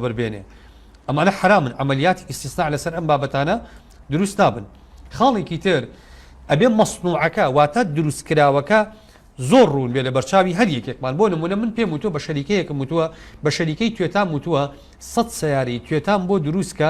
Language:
Central Kurdish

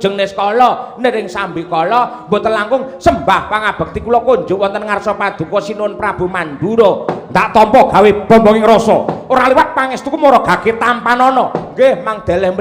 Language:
Javanese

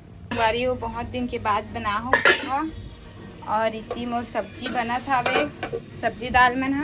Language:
Chhattisgarhi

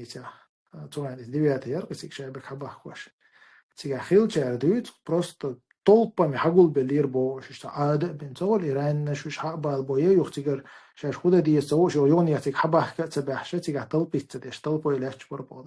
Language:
Chechen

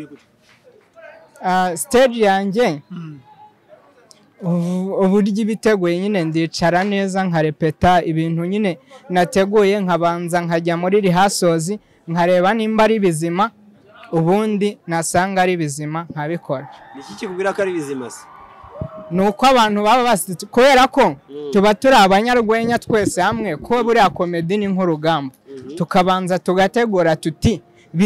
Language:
Kinyarwanda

